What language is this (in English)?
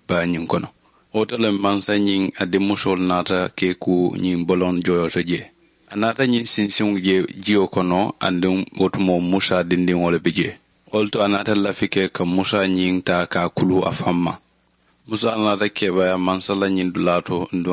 Mandingo